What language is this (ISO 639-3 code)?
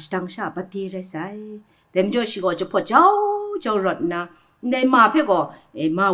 kac